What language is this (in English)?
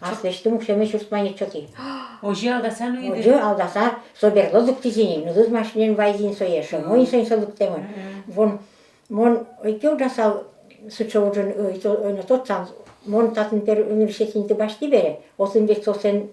Udmurt